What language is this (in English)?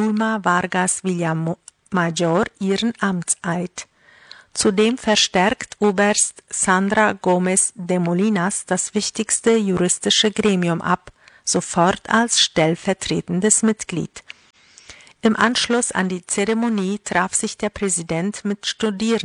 German